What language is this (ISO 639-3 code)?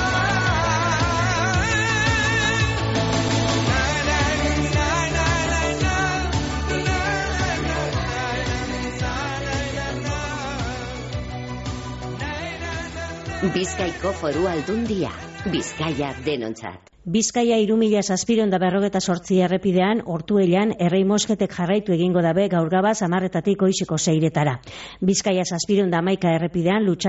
eus